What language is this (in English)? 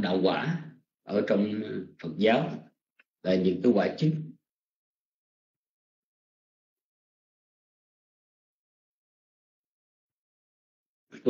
Vietnamese